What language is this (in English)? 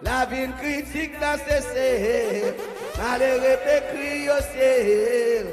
Seselwa Creole French